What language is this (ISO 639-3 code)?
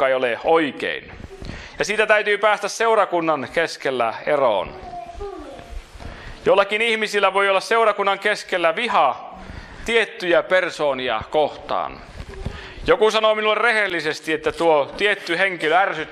fin